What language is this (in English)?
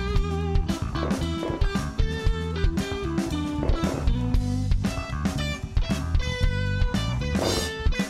Kalaallisut